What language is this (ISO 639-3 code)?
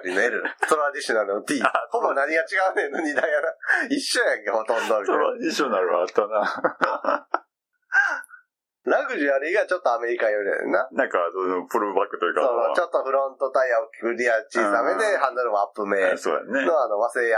jpn